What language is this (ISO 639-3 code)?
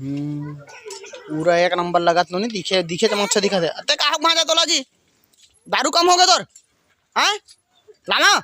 hne